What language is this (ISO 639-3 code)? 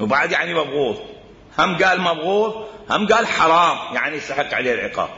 acm